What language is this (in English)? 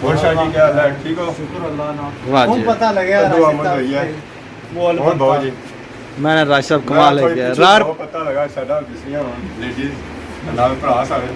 Pahari-Potwari